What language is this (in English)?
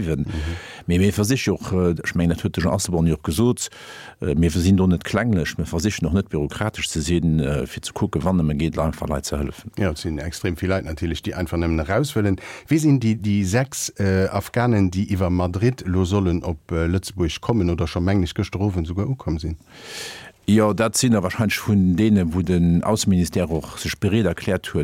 Luxembourgish